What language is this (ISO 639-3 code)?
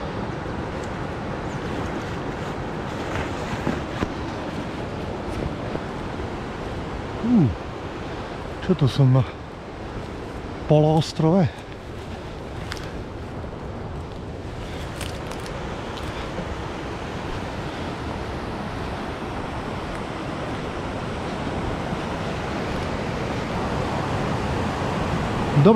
slk